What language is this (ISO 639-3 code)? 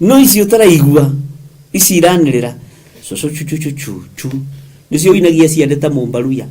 kik